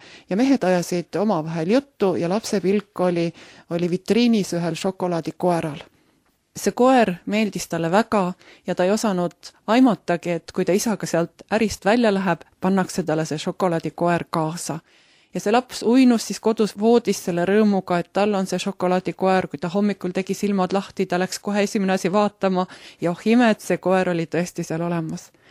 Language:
Estonian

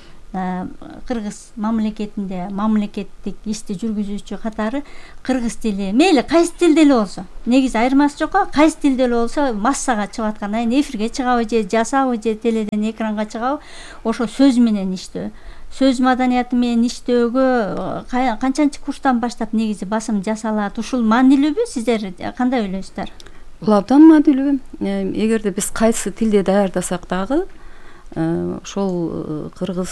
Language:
Kyrgyz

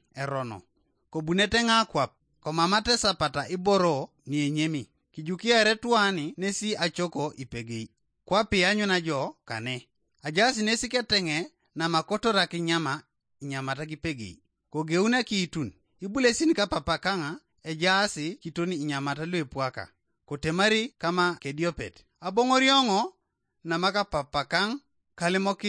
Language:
Teso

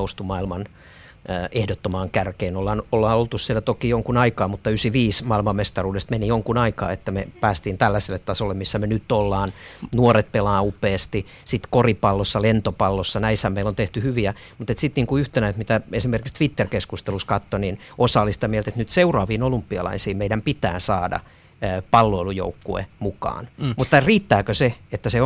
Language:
Finnish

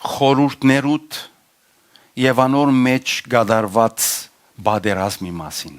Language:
Western Armenian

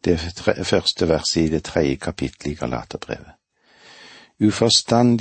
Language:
Norwegian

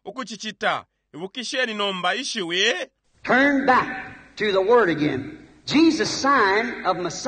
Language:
Bemba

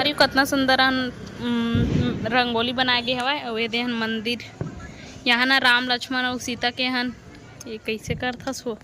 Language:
Chhattisgarhi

